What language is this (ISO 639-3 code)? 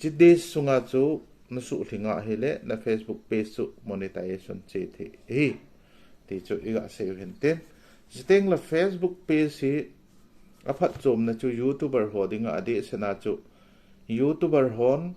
tcz